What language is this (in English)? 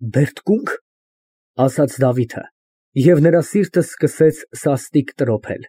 Armenian